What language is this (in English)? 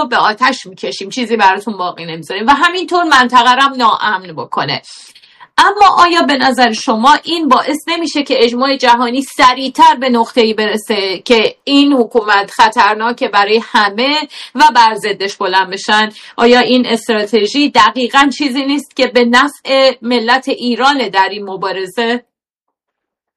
Persian